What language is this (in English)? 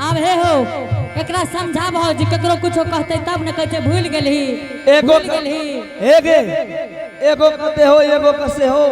Angika